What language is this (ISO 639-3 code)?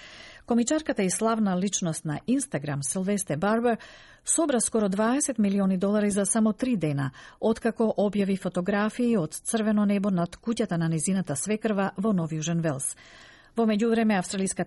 mkd